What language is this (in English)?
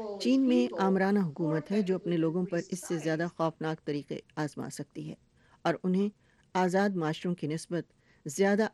Urdu